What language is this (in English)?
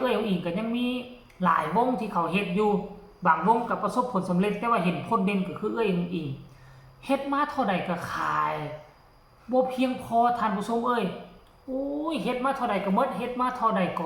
Northeastern Thai